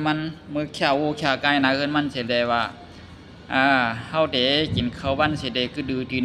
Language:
Shan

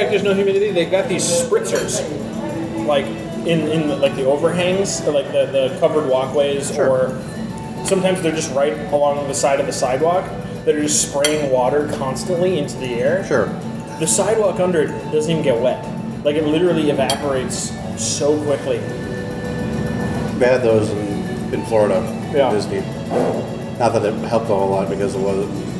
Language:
English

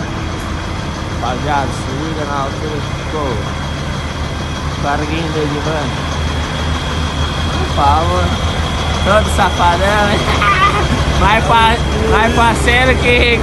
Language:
Portuguese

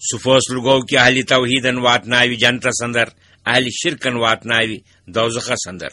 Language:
Kashmiri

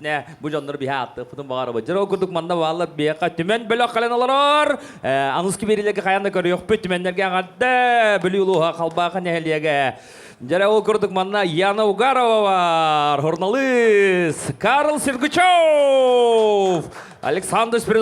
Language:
Yakut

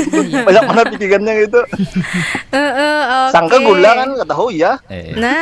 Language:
Banjar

